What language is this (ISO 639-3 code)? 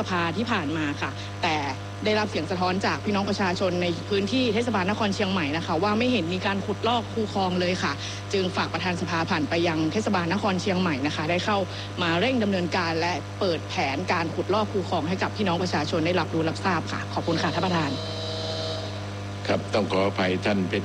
tha